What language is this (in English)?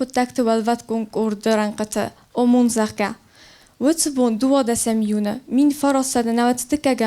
Ossetic